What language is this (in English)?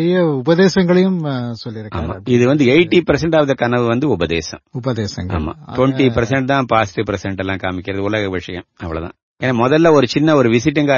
Tamil